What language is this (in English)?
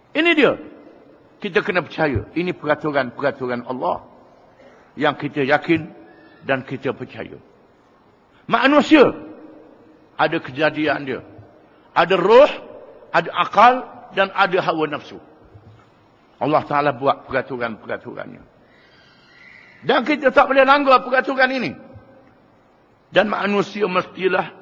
Malay